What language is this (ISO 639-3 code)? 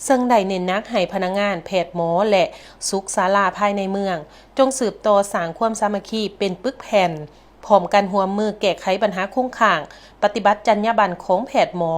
lao